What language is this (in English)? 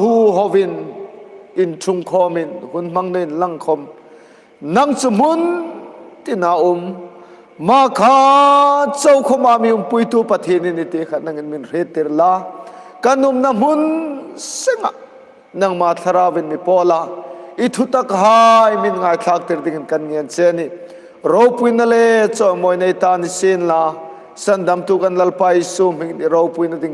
Hmar